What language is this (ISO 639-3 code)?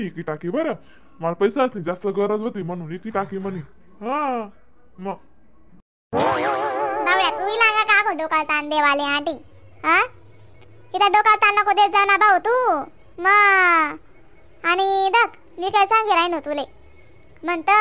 khn